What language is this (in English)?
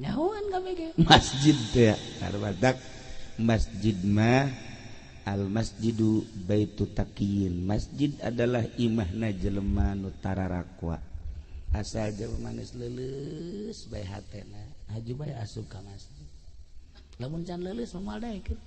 Sundanese